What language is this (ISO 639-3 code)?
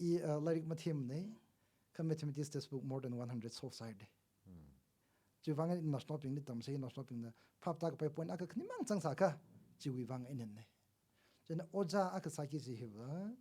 nmf